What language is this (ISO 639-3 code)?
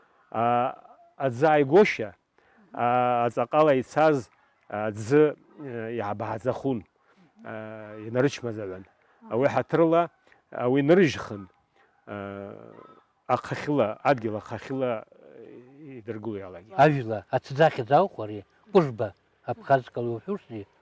abk